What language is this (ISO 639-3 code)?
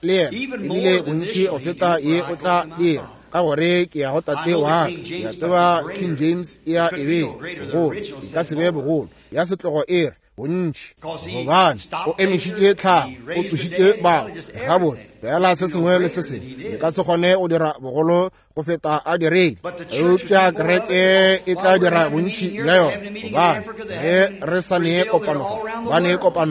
nso